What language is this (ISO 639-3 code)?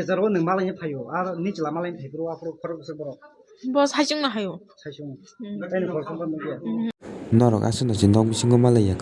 trp